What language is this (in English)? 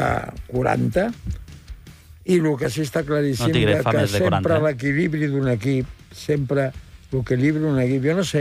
Catalan